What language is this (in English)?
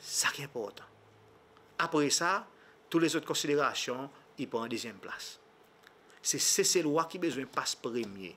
Seselwa Creole French